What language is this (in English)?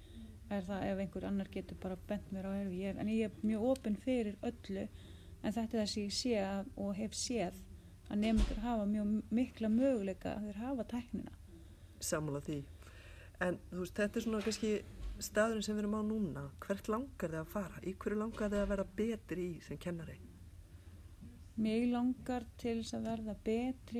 Icelandic